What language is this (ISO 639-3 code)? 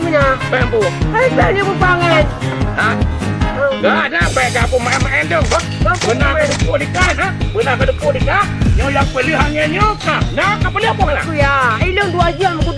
ace